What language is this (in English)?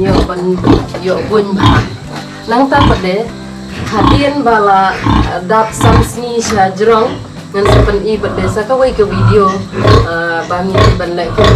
Khasi